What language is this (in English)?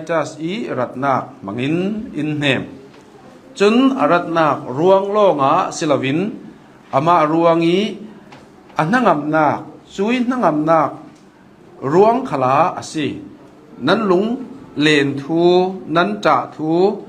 Hakha Chin